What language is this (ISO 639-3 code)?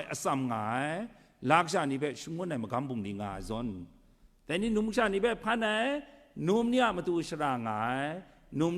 kac